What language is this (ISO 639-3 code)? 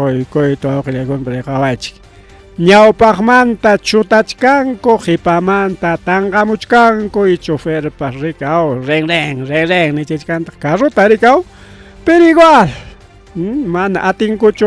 quy